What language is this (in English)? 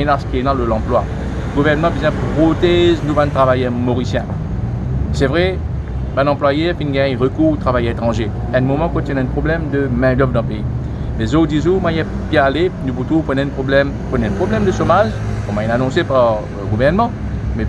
Morisyen